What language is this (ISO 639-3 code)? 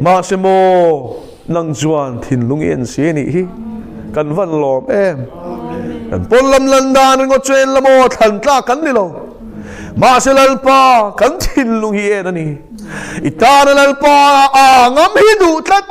lus